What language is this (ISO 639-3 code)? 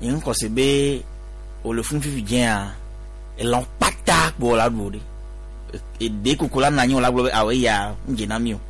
gej